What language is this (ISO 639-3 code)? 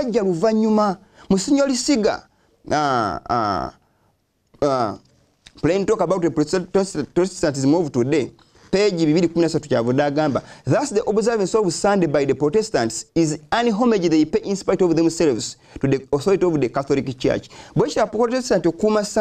lug